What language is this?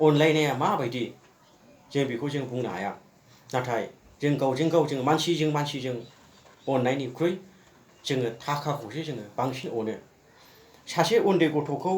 Bodo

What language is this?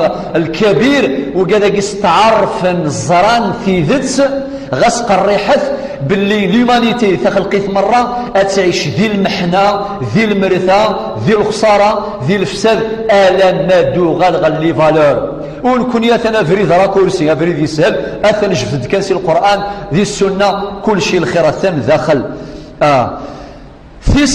Kabyle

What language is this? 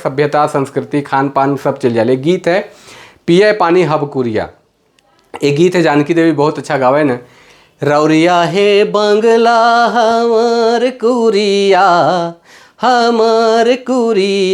Sadri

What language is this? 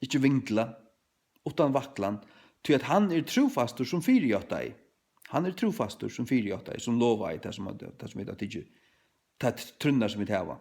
Faroese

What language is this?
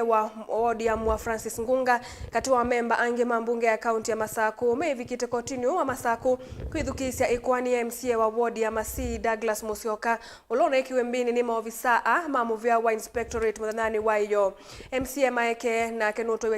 Kamba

